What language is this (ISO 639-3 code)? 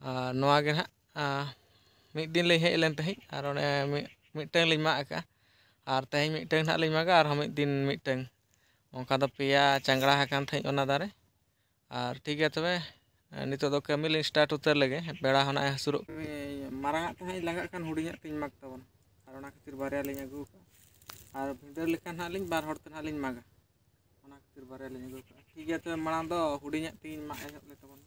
sat